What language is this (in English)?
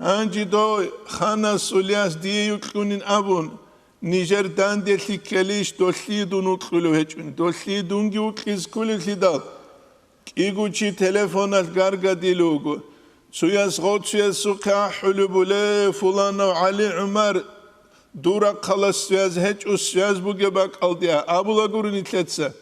Avaric